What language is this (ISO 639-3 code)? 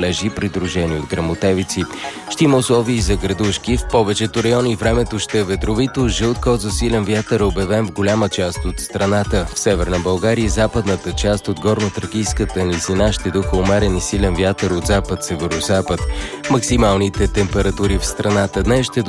bul